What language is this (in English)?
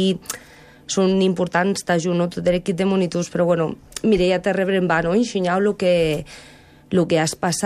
Catalan